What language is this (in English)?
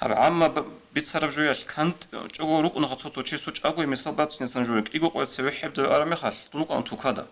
Avaric